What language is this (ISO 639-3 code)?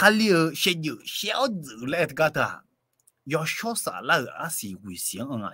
ahk